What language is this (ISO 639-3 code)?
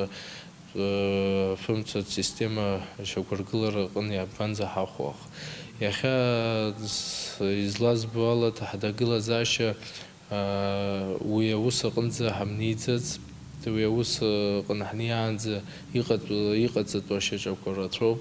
abk